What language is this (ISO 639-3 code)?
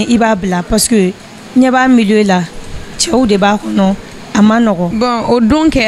bam